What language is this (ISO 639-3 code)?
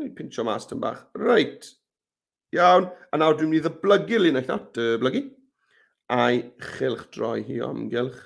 cym